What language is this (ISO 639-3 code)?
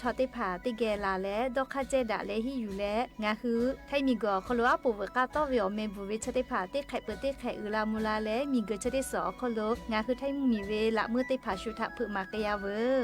lhu